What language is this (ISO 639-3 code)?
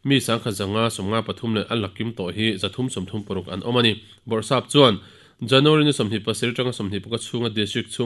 lus